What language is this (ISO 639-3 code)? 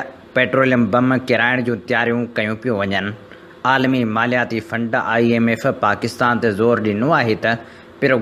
snd